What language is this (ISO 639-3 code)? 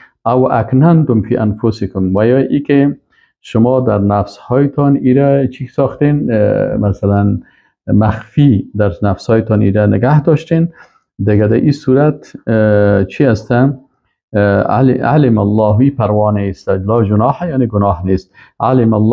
fas